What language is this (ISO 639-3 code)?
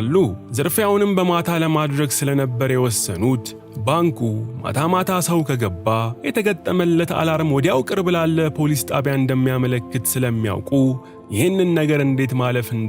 amh